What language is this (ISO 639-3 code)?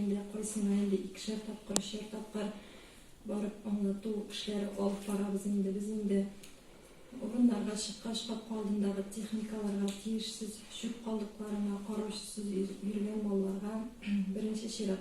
tat